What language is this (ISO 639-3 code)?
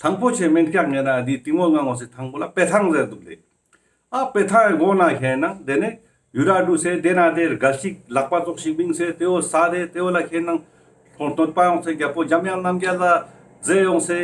lbj